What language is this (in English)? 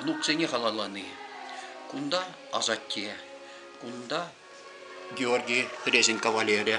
Chuvash